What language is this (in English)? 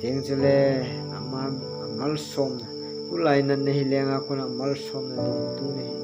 Thado Chin